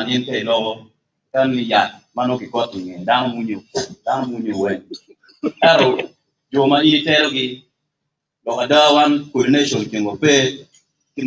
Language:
Acoli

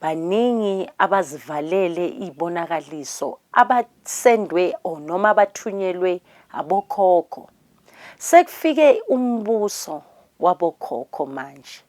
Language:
Zulu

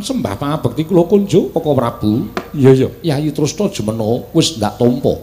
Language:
Javanese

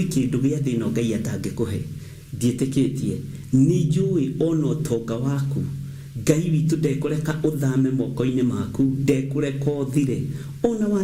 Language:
Kikuyu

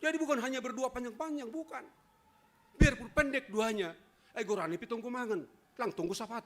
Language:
Batak Simalungun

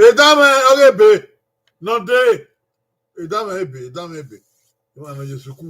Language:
Bini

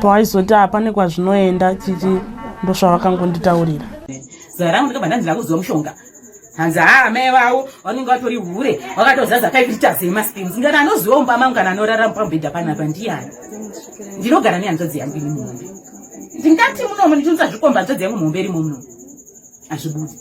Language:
Shona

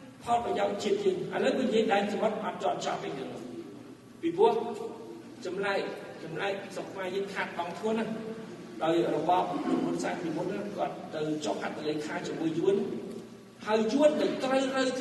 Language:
Khmer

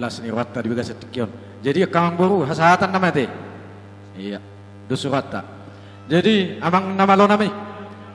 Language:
Batak Toba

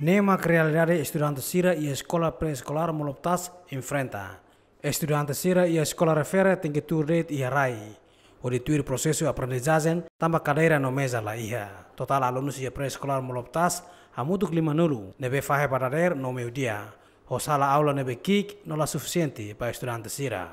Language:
Tetum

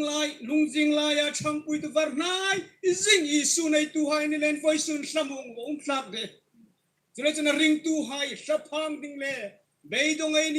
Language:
Hmar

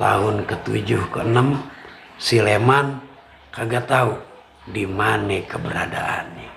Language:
Betawi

